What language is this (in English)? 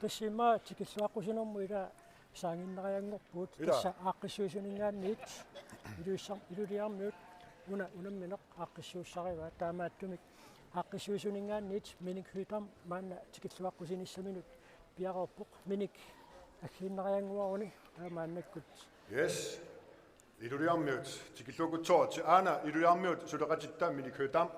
Kalaallisut